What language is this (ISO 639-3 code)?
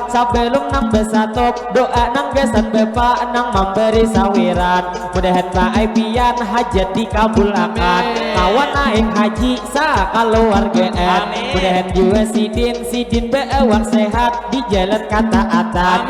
bjn